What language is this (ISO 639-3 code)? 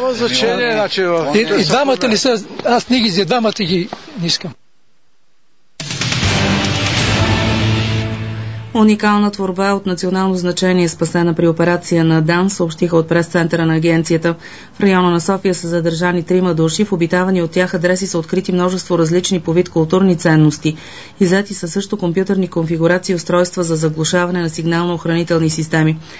bul